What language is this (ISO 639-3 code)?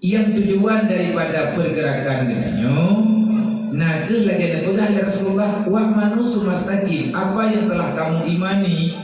ace